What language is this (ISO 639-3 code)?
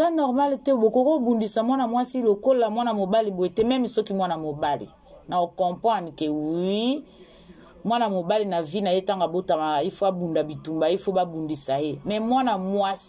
lin